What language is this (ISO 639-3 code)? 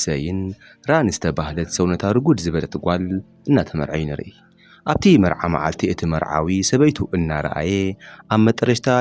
tir